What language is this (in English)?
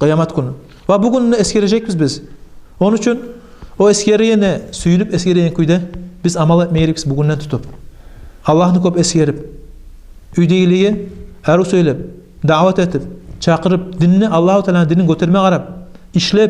Kumyk